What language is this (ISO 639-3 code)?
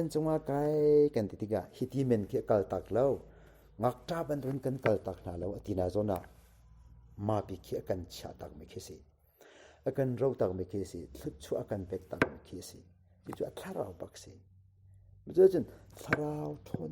cnh